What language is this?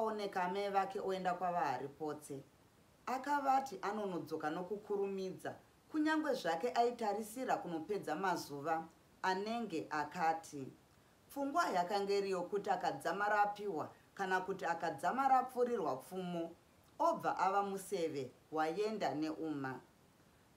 Shona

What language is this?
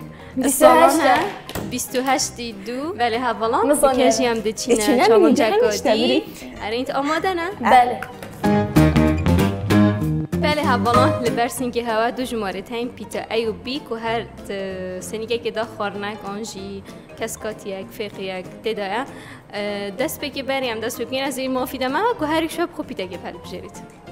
Kurdish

